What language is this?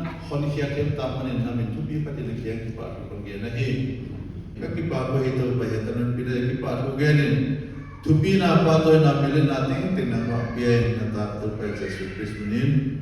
Paite Chin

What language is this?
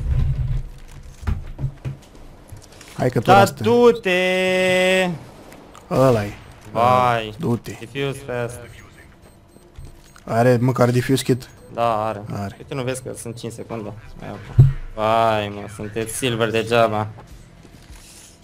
Romanian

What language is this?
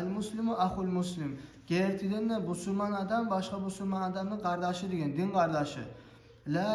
Kumyk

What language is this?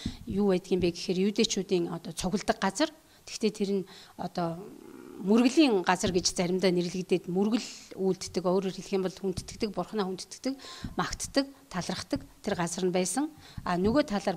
Mongolian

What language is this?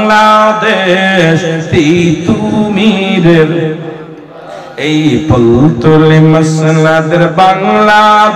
Bangla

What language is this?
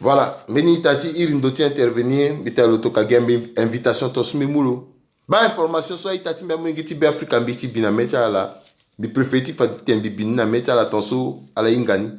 Sango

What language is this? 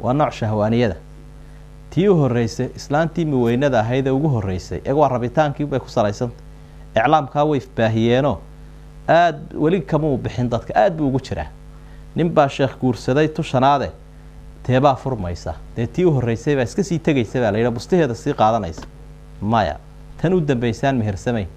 Somali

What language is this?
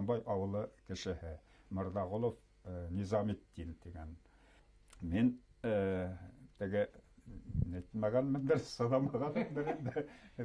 Bashkir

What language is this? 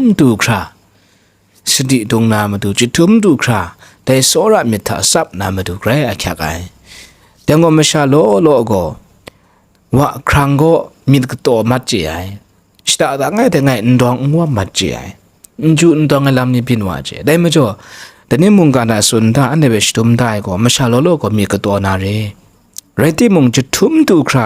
Kachin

